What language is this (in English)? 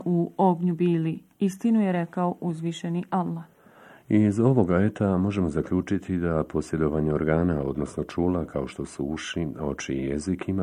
Bosnian